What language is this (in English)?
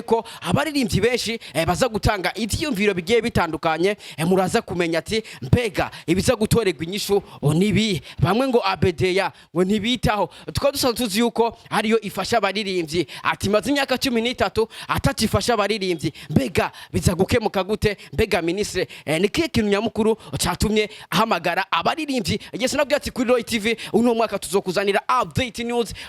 Rundi